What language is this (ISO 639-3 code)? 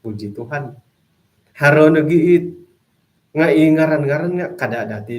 dtp